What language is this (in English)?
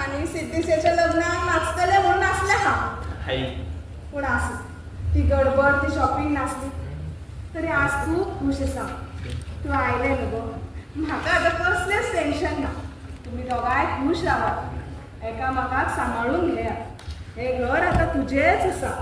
Konkani